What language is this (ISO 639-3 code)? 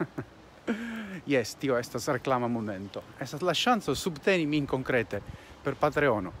epo